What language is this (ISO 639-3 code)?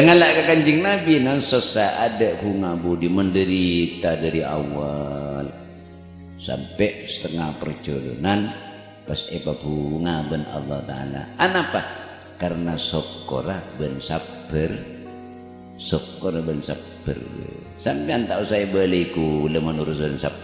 mad